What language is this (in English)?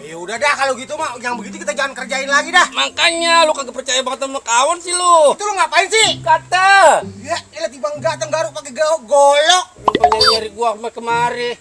Betawi